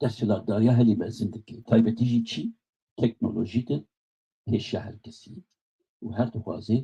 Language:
Kurdish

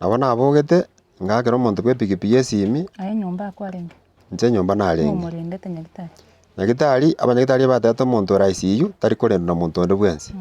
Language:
Gusii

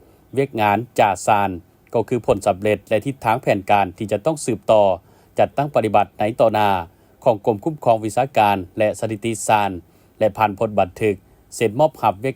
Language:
Lao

